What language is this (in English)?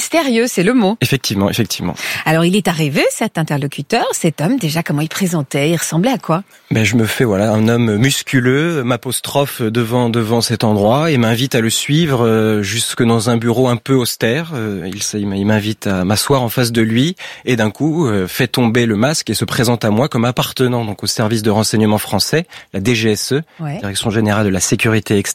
French